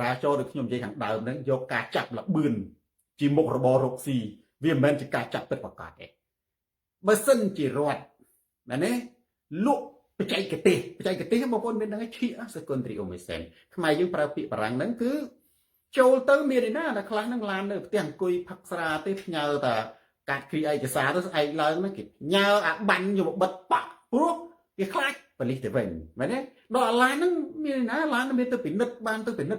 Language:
Khmer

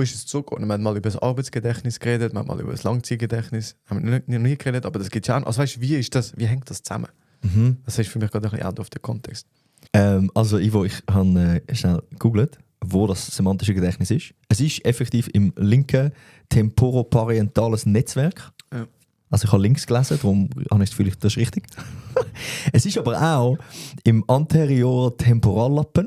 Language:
Swiss German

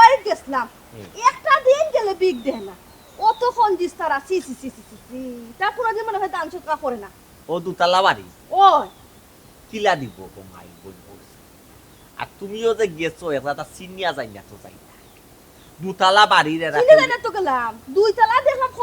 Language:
Sylheti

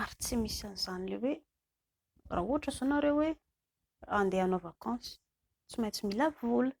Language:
Malagasy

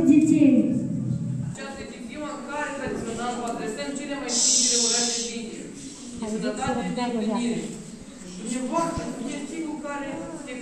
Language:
Romanian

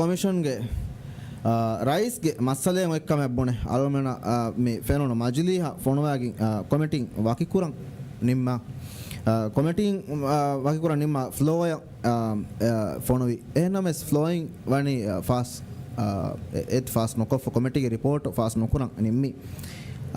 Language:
Divehi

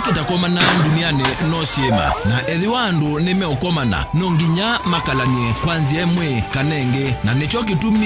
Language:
Kamba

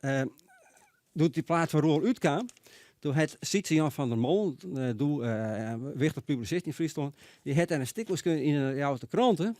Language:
Western Frisian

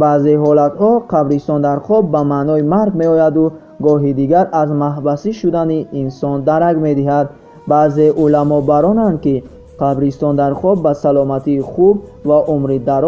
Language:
Tajik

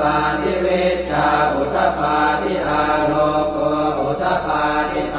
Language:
Pali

